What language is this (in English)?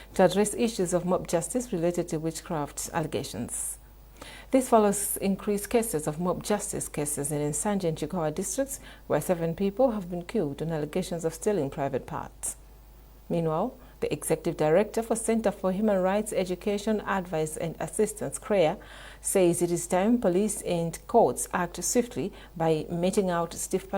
English